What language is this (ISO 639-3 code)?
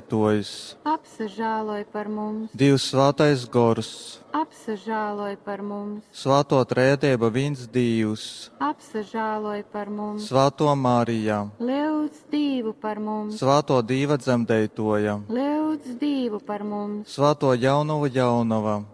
ltg